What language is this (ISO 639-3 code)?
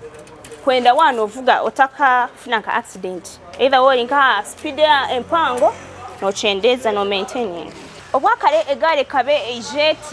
nyn